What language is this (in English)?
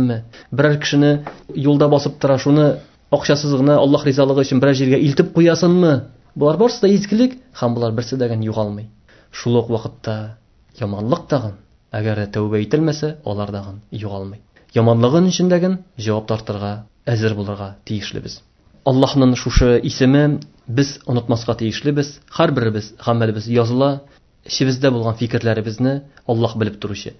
Tatar